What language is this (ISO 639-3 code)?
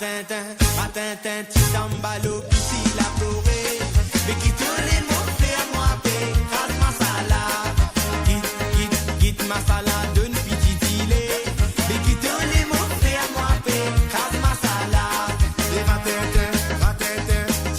mfe